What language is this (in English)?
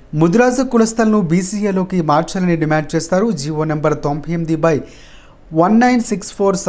Telugu